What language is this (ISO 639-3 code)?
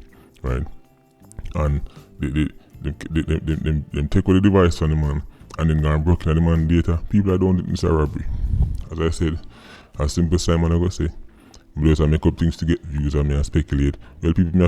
jam